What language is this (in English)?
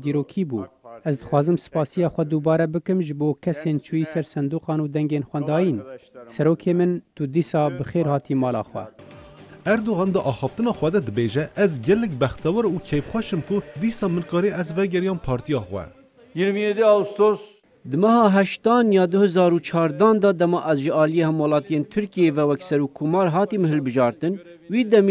Kurdish